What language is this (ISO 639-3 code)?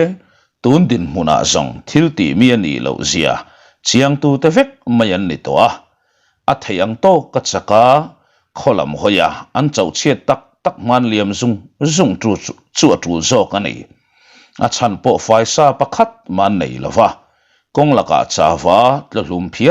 lus